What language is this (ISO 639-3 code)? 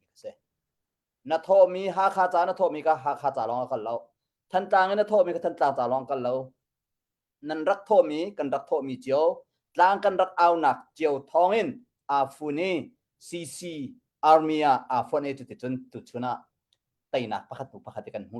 cnh